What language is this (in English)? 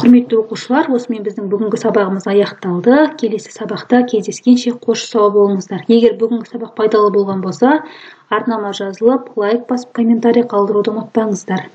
Kazakh